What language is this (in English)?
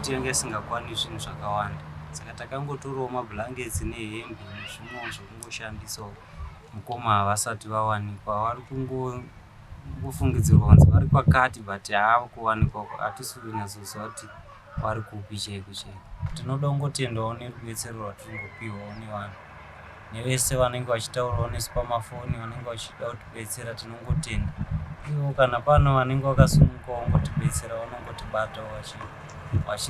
Shona